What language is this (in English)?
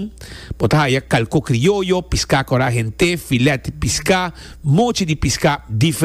Papiamento